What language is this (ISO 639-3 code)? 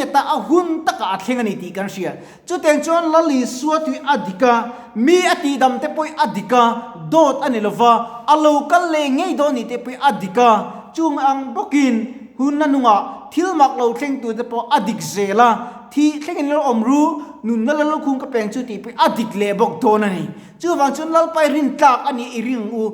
lus